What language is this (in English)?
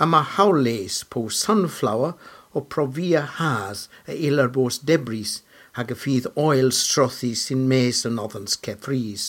Cornish